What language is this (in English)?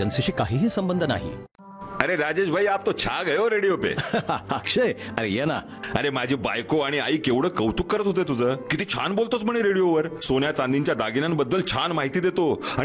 Marathi